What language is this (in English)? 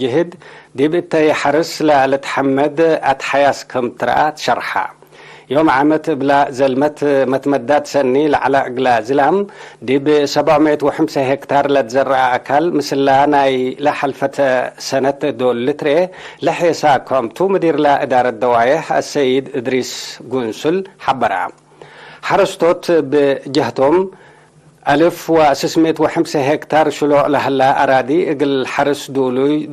Tigre